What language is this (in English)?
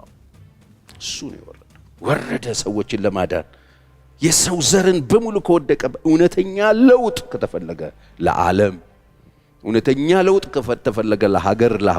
Amharic